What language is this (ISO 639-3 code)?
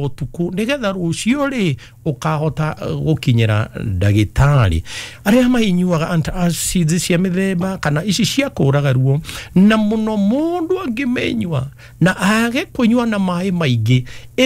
kik